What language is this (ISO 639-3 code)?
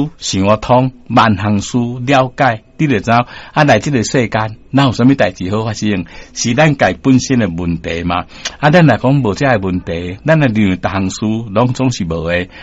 nan